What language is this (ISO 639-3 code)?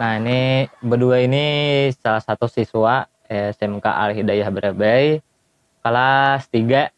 bjn